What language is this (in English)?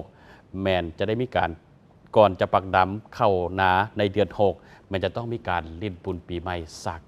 Lao